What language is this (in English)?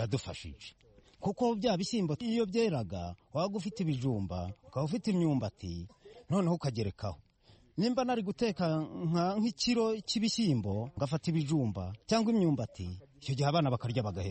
Kinyarwanda